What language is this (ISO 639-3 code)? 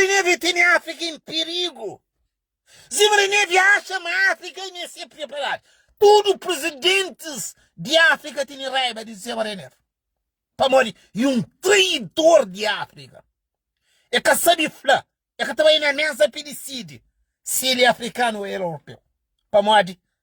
kea